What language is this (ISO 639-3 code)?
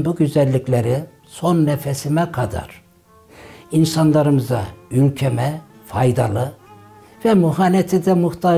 tur